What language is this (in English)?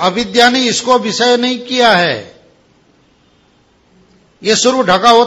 Hindi